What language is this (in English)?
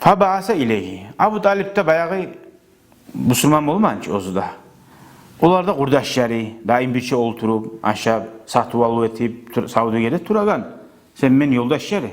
Kumyk